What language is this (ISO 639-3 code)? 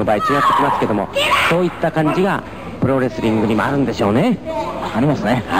jpn